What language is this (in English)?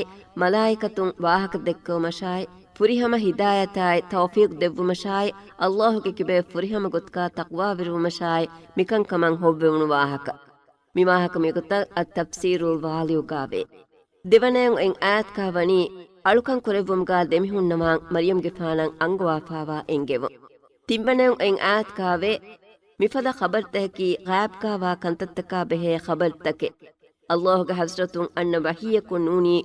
Divehi